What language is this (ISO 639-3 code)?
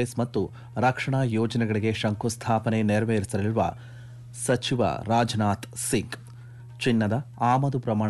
kan